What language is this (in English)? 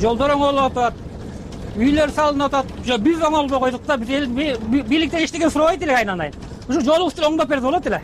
Kyrgyz